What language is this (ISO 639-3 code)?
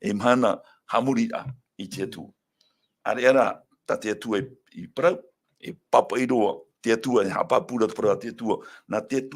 tah